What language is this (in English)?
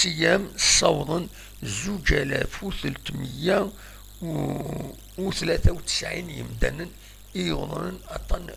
Kabyle